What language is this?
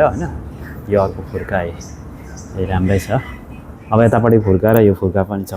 Nepali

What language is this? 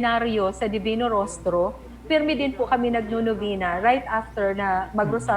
Bikol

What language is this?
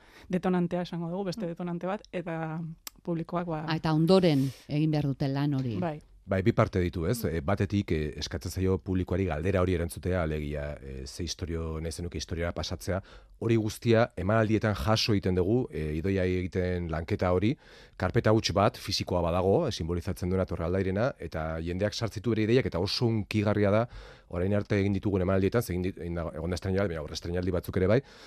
Basque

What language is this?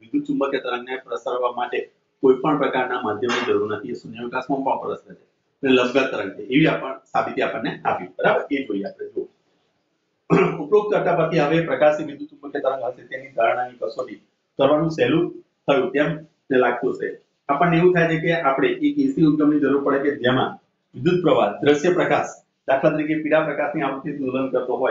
Gujarati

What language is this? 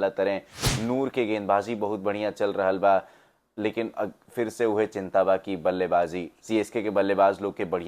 Bhojpuri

